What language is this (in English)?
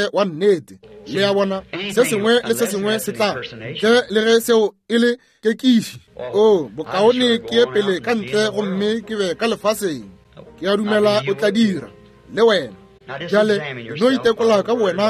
Northern Sotho